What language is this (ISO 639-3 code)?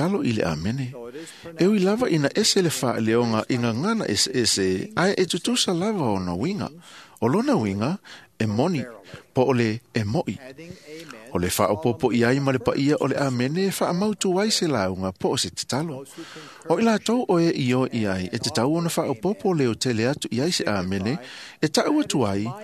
smo